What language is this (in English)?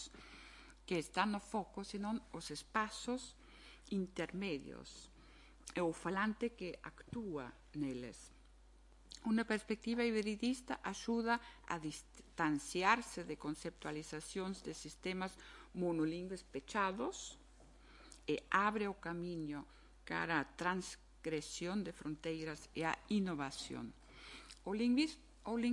Galician